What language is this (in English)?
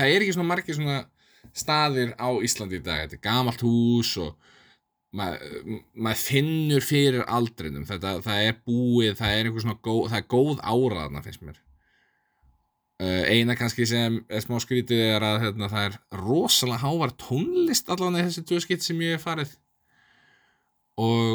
Icelandic